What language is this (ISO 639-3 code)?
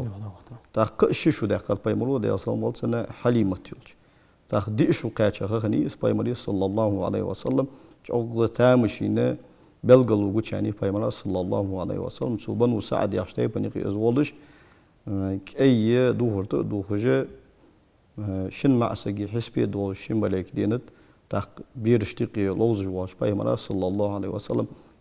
inh